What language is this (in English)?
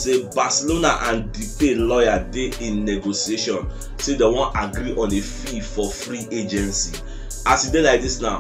Nigerian Pidgin